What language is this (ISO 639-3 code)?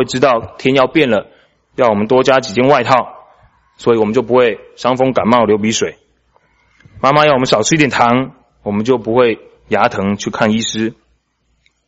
zho